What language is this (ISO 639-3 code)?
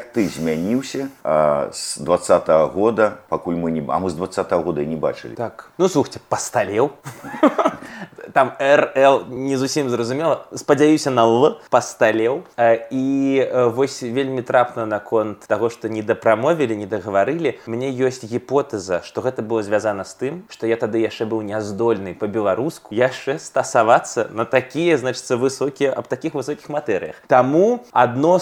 bel